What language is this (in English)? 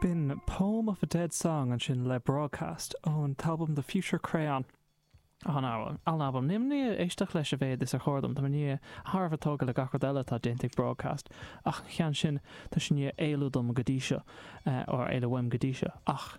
Irish